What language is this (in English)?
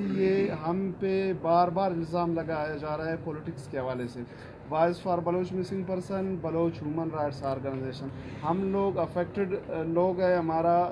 Urdu